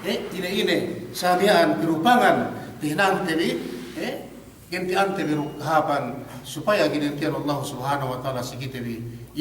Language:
Yakan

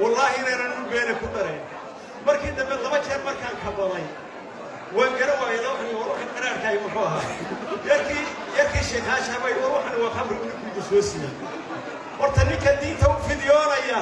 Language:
Somali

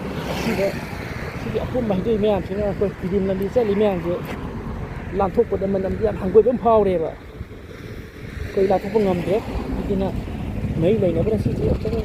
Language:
Manipuri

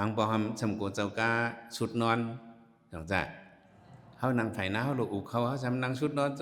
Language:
Shan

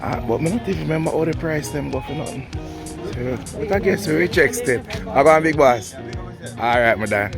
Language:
Jamaican Creole English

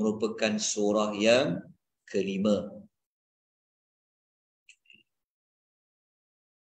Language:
Malay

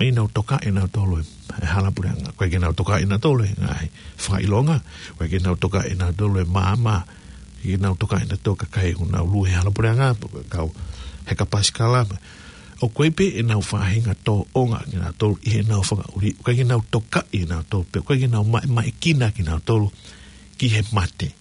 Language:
Tongan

